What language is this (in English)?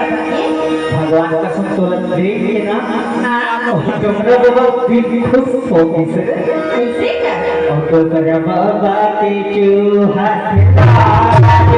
Chhattisgarhi